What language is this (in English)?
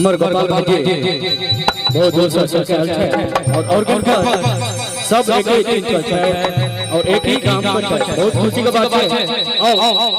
Maithili